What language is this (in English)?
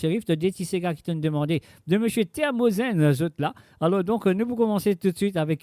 Morisyen